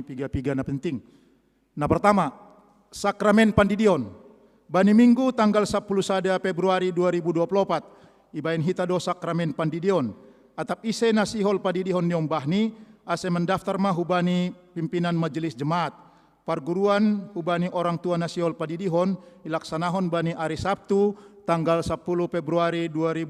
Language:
Batak Simalungun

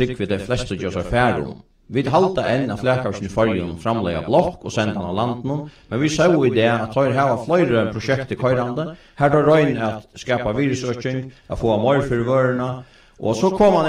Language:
Faroese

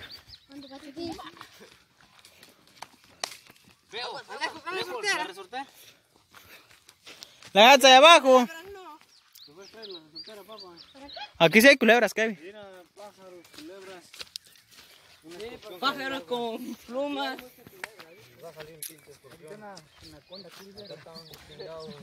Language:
Spanish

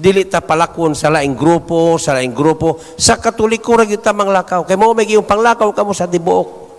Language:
Cebuano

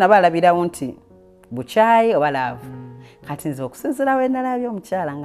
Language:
Ganda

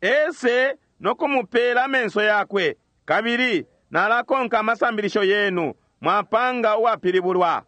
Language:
Bemba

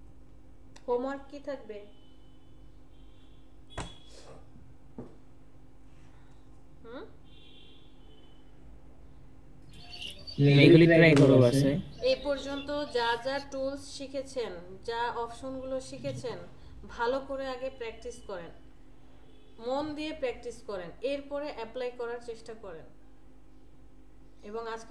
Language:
Bangla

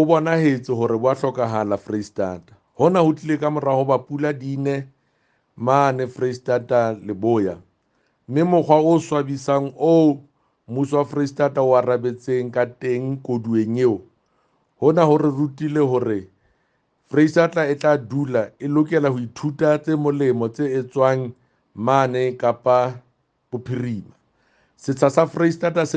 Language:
Southern Sotho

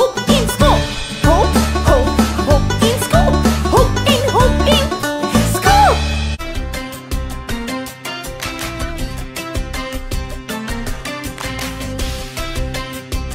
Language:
Afrikaans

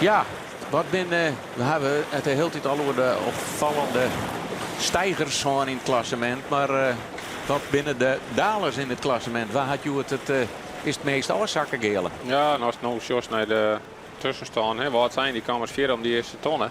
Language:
Western Frisian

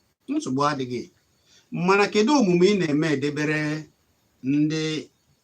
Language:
Igbo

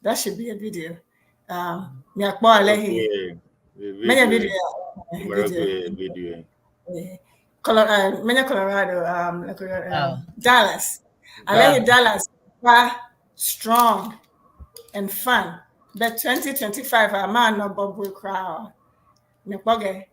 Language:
Ewe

